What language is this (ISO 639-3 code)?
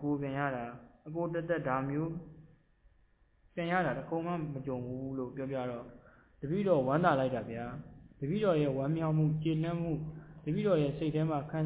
mya